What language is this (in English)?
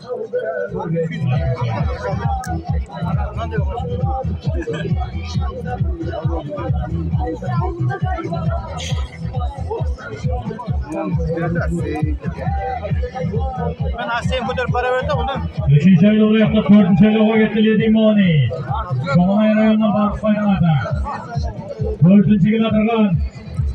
Kazakh